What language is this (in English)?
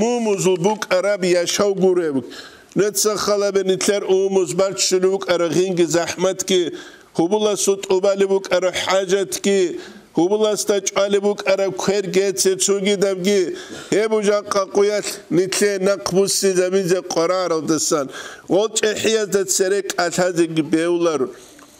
Avaric